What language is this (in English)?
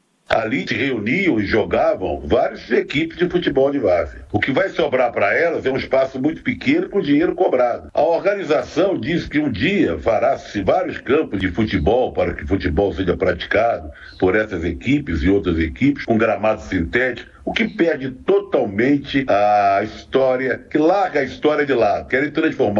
Portuguese